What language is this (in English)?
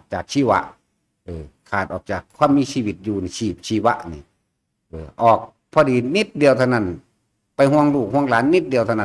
Northeastern Thai